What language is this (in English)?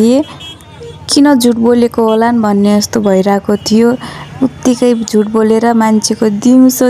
Nepali